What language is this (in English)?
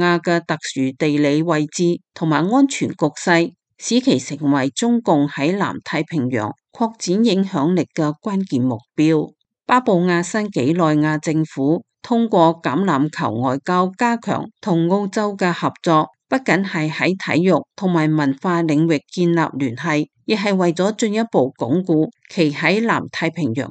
Cantonese